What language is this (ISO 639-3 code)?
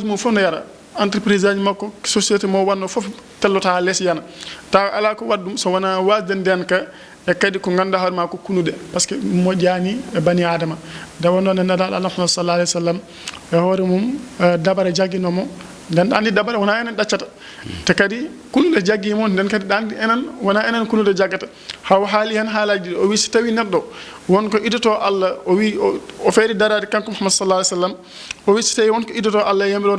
ful